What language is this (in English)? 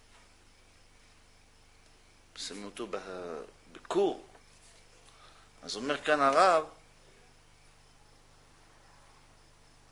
Hebrew